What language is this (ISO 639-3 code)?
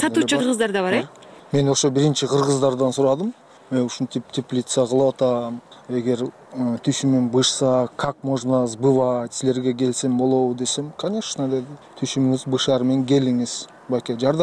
kir